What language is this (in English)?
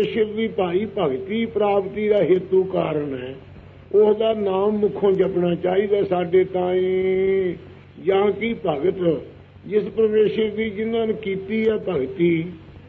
Punjabi